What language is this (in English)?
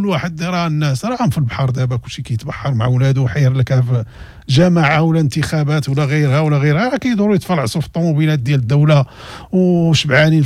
Moroccan Arabic